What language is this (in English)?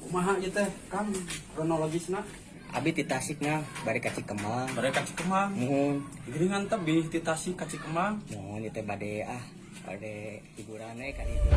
Sundanese